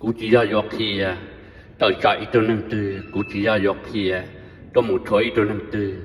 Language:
Hmong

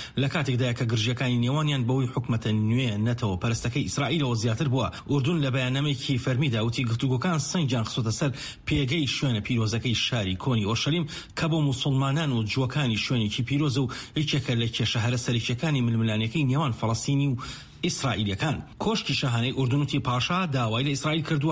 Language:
Central Kurdish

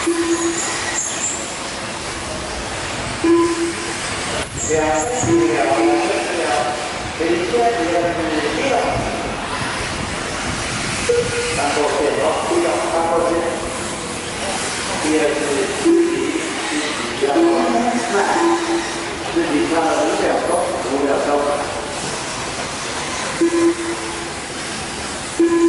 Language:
Chinese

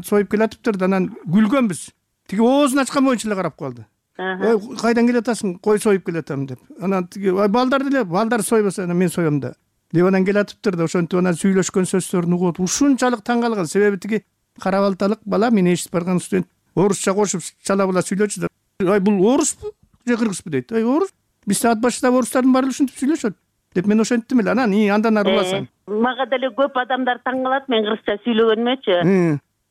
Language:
Kyrgyz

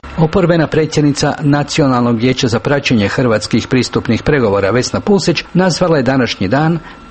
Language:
Croatian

